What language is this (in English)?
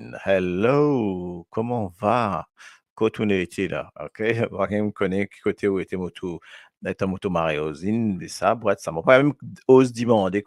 Morisyen